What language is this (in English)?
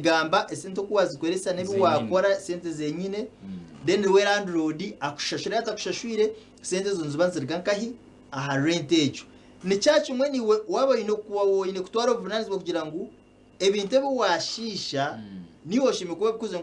Nyankole